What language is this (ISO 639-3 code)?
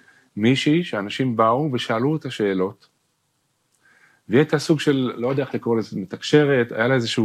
heb